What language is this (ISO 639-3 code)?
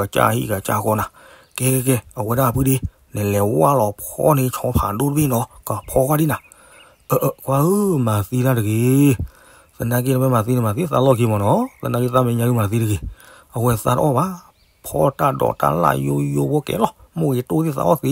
ksw